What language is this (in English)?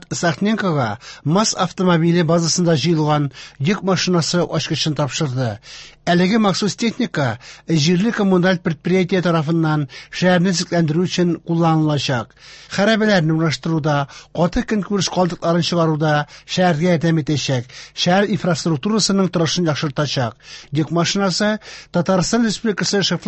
Tatar